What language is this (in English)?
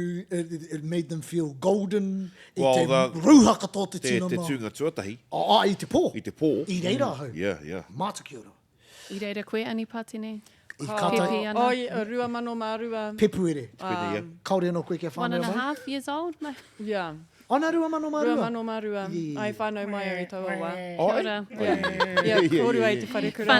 Māori